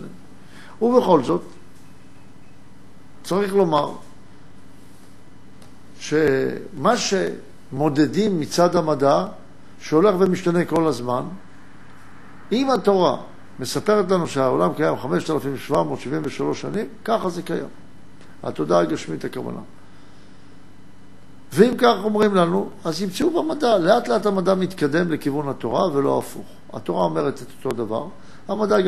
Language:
Hebrew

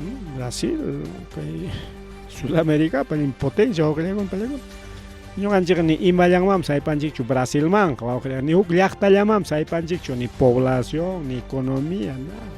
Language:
Ayacucho Quechua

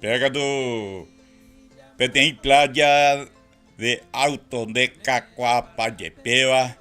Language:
Guarani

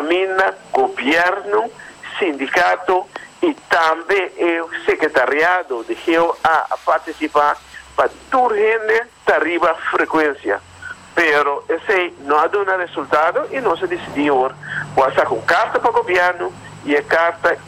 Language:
Papiamento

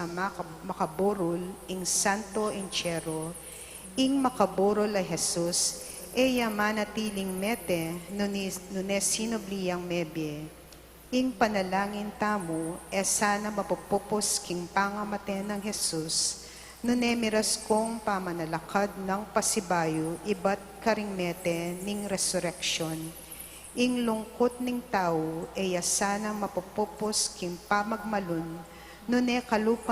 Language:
Pampanga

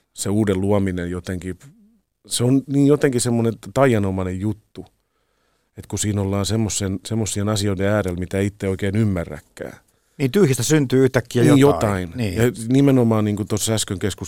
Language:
Finnish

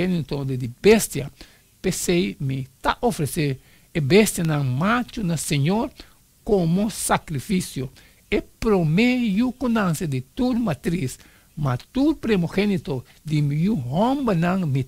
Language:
Papiamento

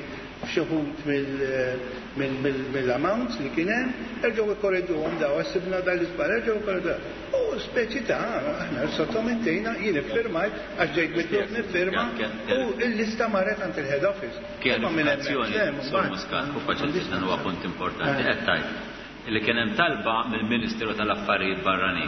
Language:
Maltese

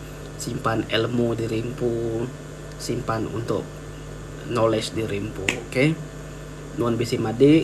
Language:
Iban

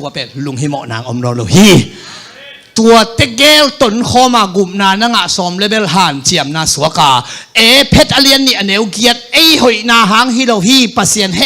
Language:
Tedim Chin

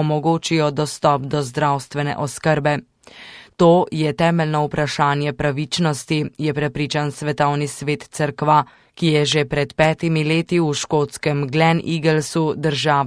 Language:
Slovenian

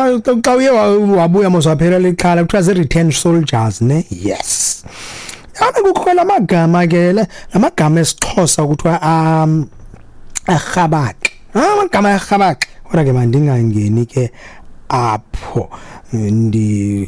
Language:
Xhosa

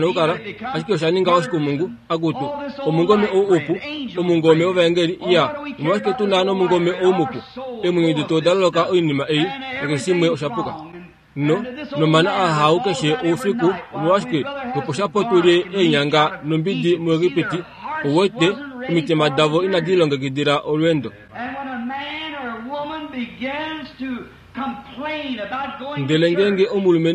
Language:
Kuanyama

